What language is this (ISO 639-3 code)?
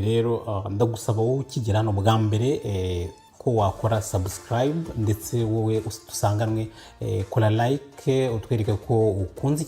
kin